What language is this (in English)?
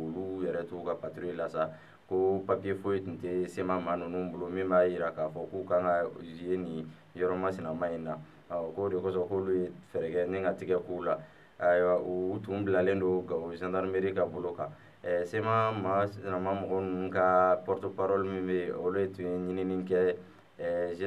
Bambara